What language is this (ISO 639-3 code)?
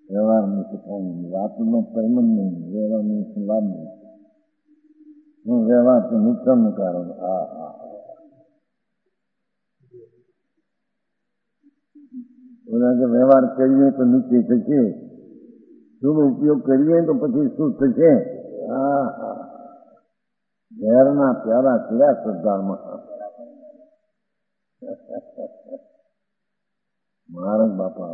guj